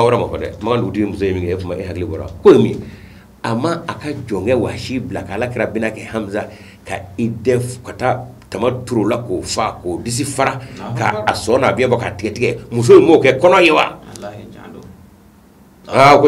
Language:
Bambara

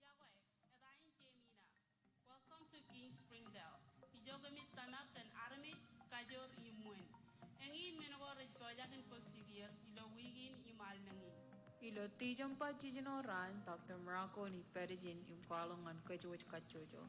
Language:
Marshallese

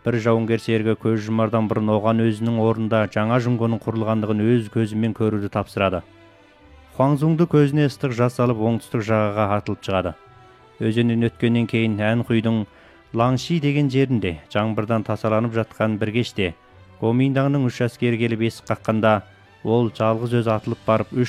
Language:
Kazakh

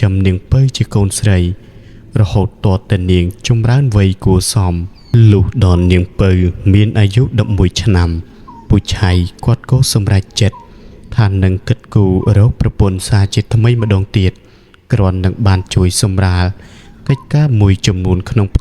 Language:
Khmer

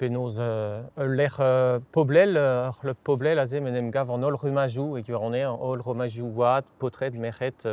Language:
Breton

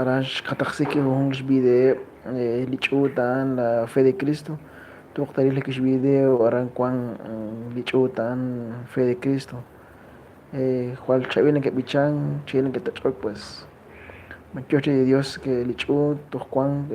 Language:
Kekchí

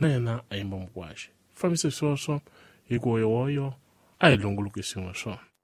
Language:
Tsonga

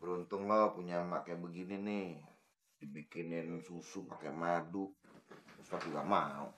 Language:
Betawi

